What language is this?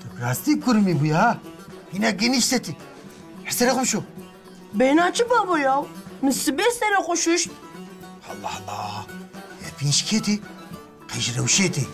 Kurdish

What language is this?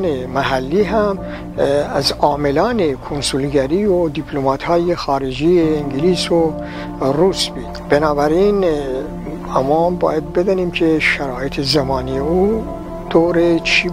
Gilaki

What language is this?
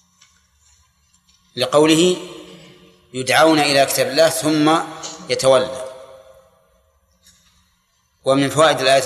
Arabic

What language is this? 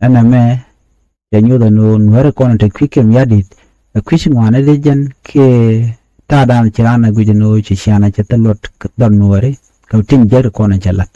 Nuer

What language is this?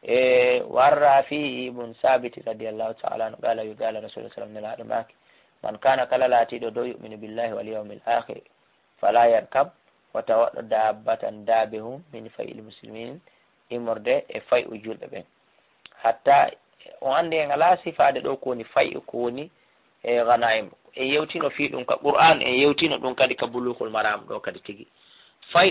Fula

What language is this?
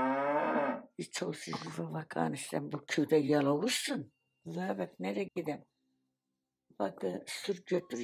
Turkish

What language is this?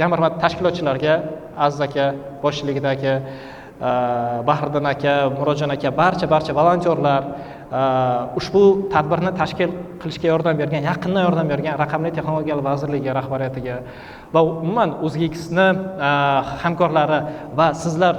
Uzbek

